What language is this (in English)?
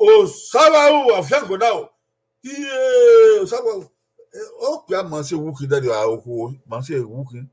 Bini